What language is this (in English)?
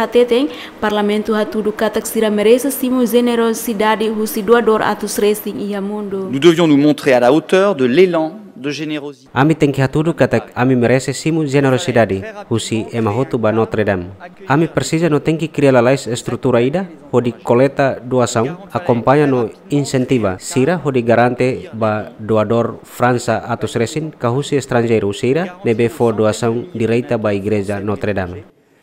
Tetum